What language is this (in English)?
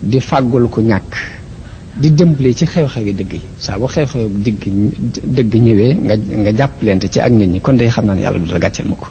Wolof